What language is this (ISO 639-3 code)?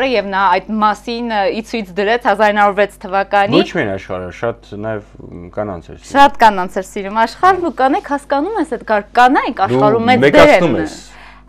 hye